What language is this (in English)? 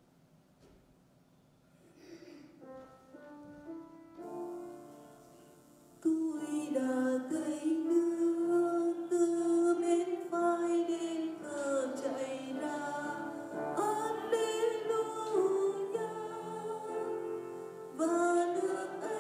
Vietnamese